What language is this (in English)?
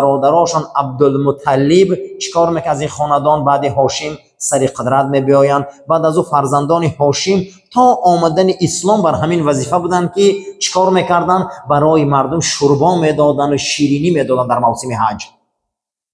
Persian